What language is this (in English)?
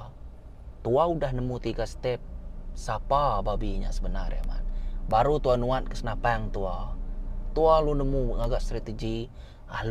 Iban